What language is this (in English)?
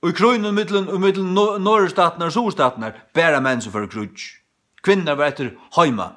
Faroese